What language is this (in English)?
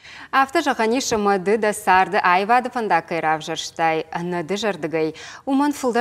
Ossetic